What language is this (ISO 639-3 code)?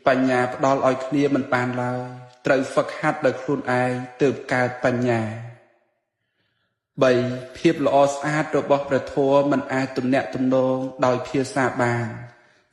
khm